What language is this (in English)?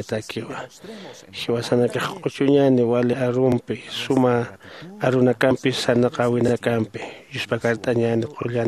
Aymara